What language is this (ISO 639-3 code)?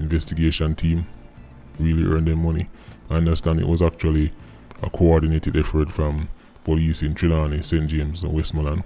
jam